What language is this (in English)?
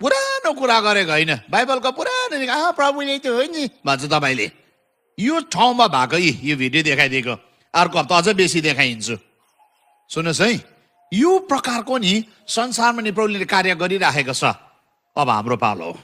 Nepali